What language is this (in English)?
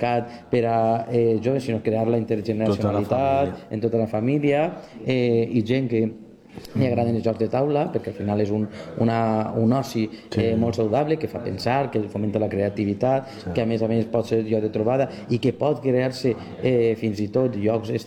Catalan